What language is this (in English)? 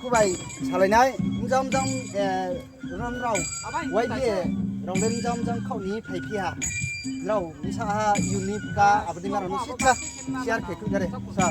Riang (India)